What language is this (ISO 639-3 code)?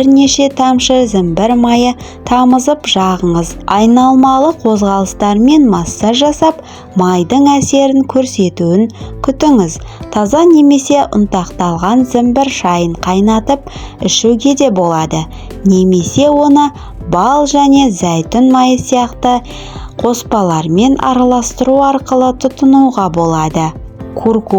kaz